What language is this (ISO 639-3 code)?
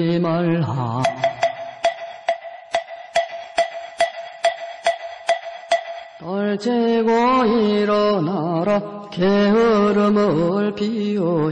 kor